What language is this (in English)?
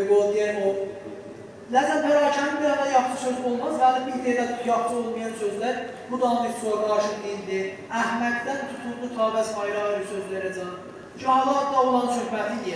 South Azerbaijani